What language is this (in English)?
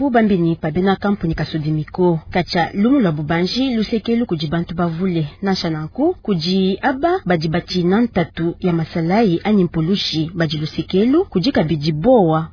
Luba-Lulua